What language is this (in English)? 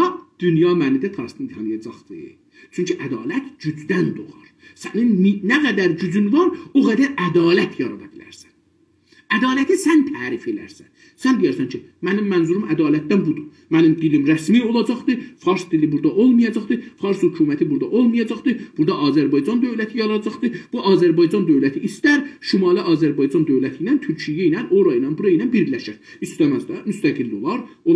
South Azerbaijani